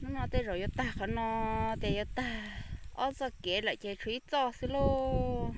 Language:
Hmong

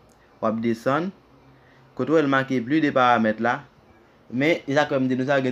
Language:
Haitian Creole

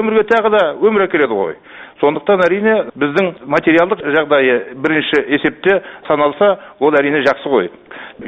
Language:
Kazakh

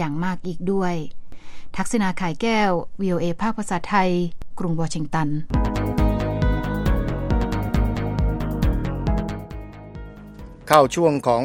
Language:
Thai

